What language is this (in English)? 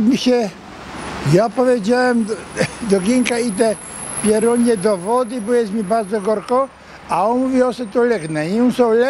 Silesian